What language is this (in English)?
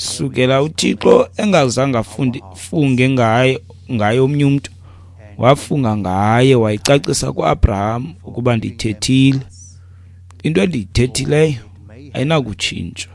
Xhosa